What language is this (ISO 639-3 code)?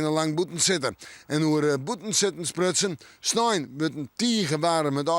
fry